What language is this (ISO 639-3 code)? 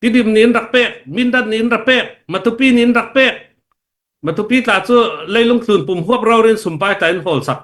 cnh